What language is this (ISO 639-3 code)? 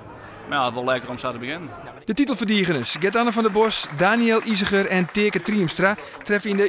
fry